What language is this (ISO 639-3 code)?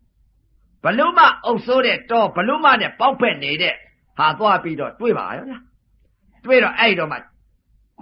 mya